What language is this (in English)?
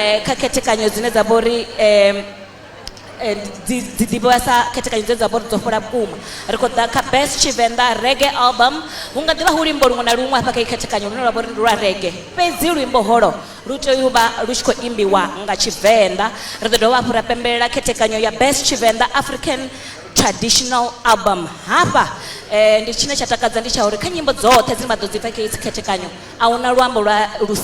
Venda